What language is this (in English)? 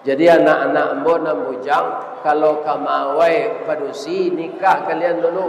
Minangkabau